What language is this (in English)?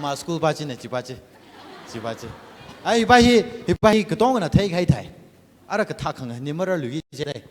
Tangkhul Naga (India)